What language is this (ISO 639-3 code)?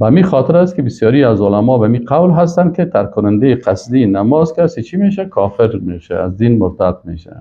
fas